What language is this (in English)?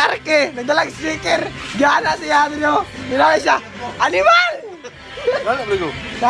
Cebuano